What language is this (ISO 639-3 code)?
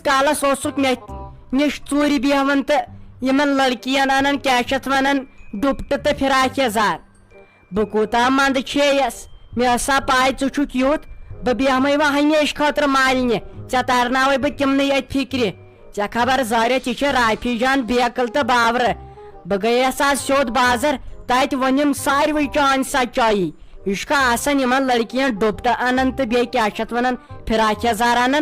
kas